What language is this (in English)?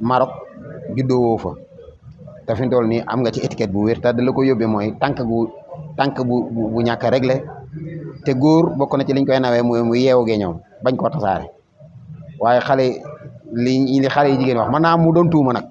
Wolof